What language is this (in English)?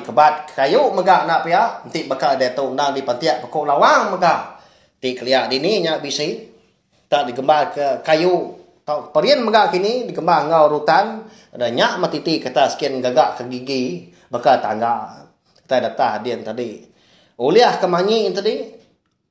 Iban